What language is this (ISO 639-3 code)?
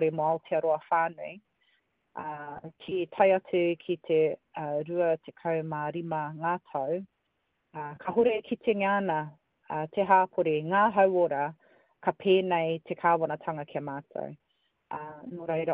mri